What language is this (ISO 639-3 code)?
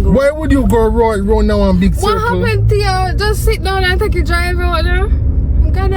jam